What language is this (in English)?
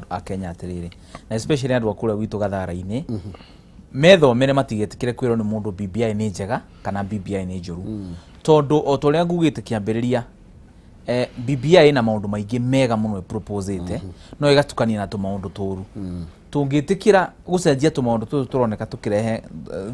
Kikuyu